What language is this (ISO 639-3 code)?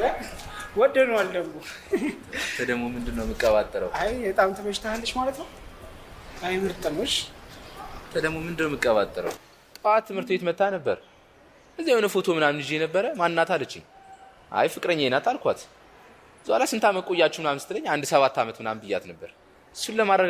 amh